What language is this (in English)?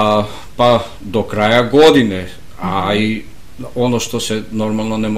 Serbian